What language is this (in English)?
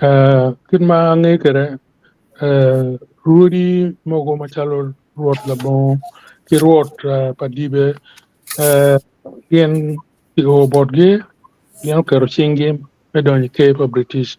Acoli